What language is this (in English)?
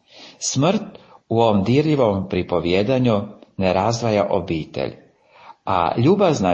Croatian